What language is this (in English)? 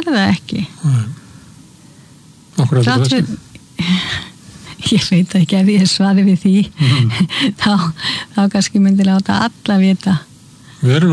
Icelandic